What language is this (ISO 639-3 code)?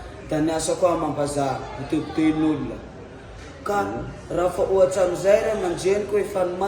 mlg